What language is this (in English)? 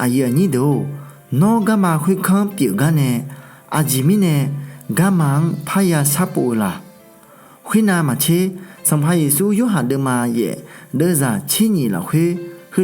Akha